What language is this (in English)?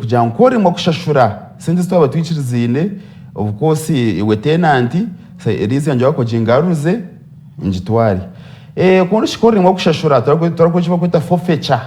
Nyankole